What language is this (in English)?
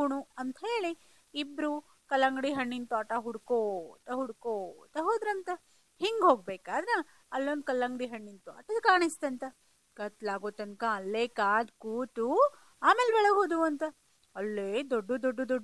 Kannada